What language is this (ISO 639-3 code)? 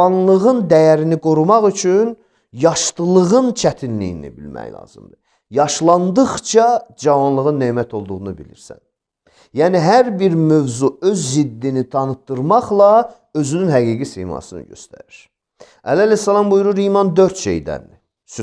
aze